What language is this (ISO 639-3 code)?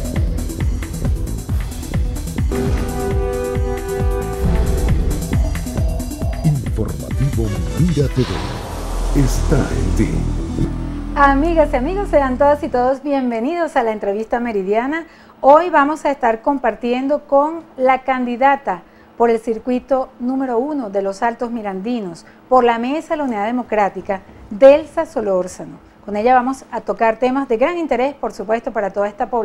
spa